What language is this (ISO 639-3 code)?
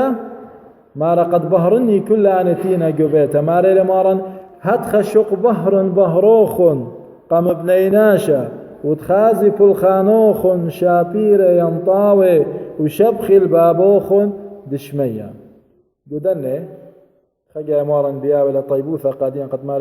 aii